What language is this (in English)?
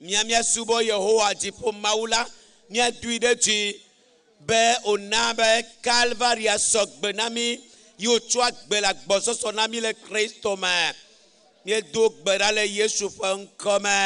Ewe